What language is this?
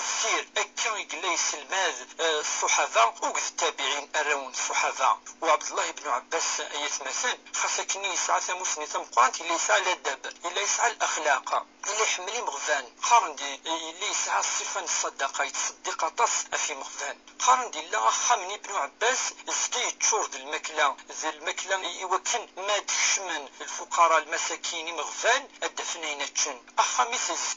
Kabyle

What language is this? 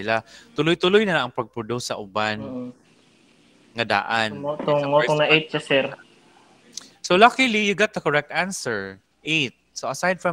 Cebuano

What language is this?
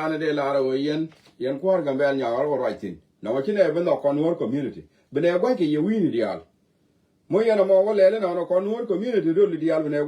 Nuer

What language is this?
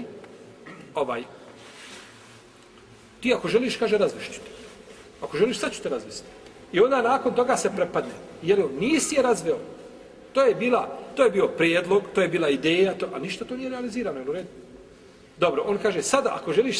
Bosnian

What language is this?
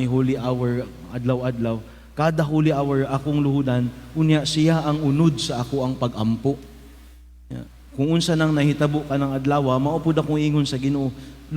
Cebuano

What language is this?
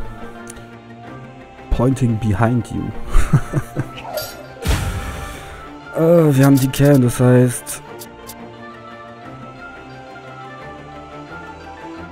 German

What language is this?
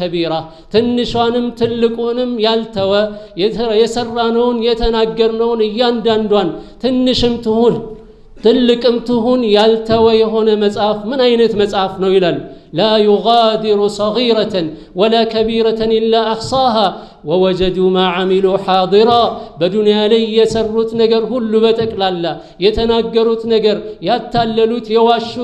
Amharic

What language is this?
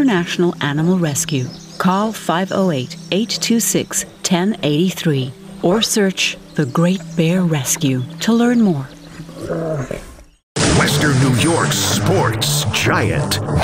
English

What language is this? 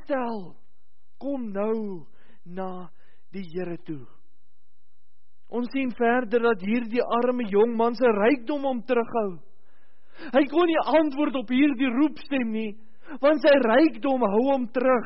Afrikaans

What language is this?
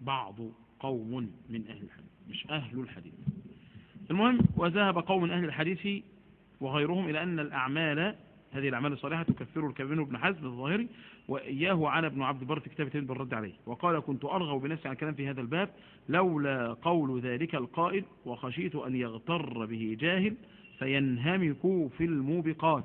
Egyptian Arabic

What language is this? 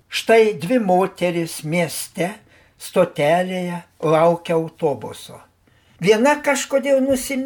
Lithuanian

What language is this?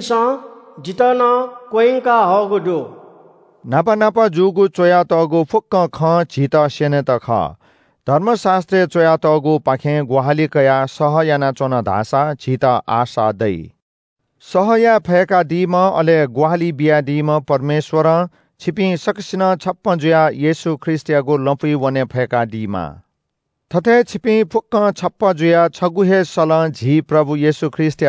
Newari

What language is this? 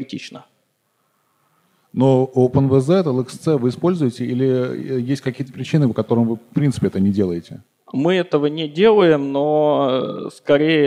Russian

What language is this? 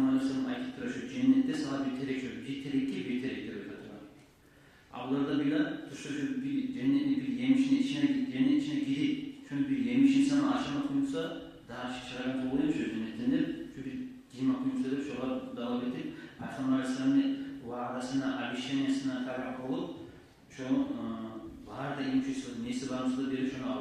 Kumyk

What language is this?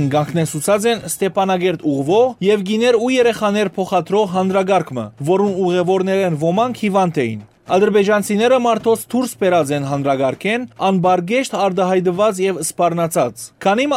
Western Armenian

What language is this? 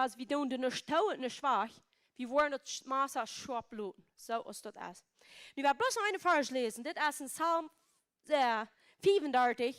Plautdietsch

